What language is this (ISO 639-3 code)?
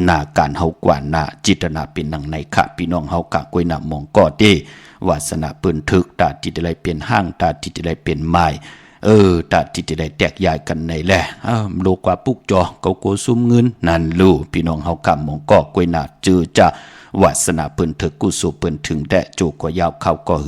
shn